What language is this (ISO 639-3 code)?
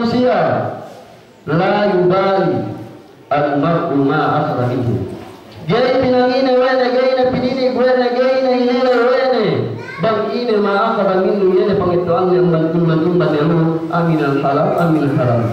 yka